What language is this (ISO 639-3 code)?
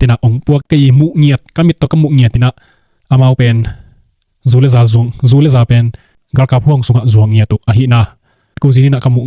ctd